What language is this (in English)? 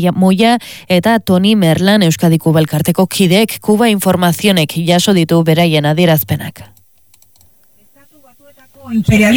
Basque